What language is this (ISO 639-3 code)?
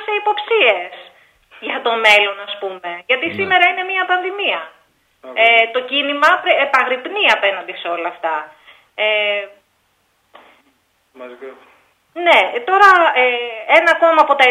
ell